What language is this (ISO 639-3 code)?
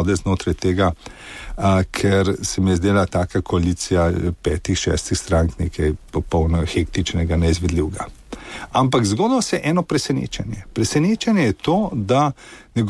slv